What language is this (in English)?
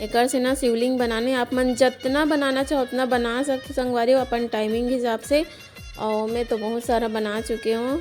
Chhattisgarhi